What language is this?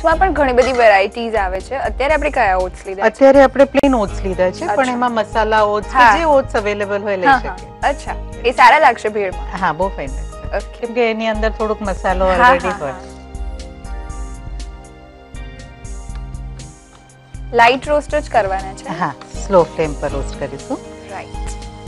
Gujarati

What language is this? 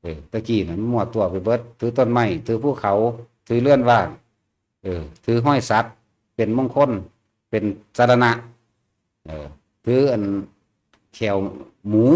Lao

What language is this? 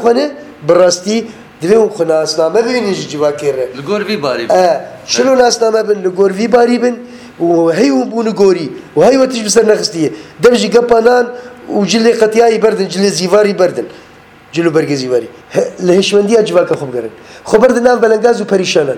Kurdish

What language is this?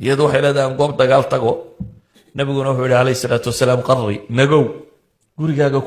Somali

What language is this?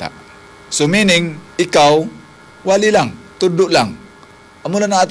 Hiligaynon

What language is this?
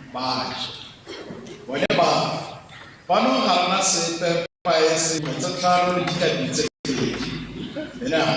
Tswana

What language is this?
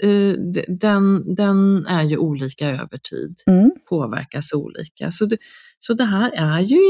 Swedish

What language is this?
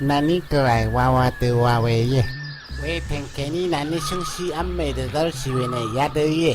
Rawang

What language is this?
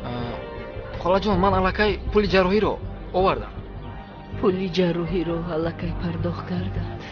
Tajik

